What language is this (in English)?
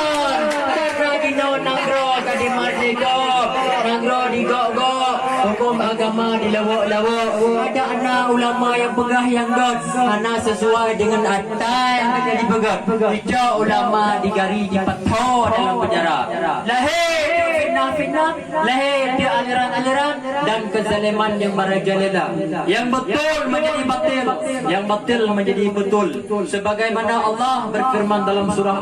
Achinese